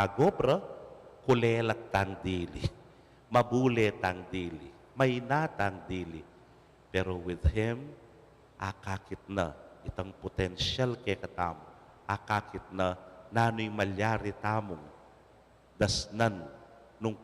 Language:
Pampanga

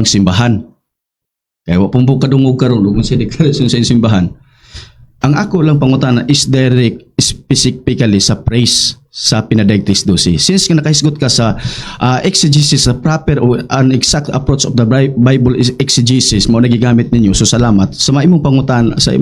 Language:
Cebuano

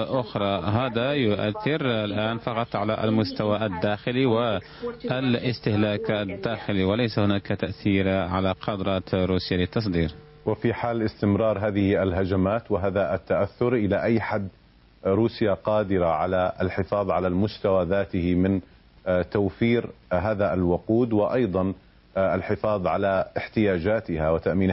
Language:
Arabic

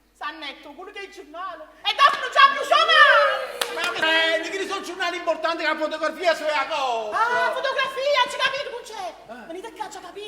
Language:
Neapolitan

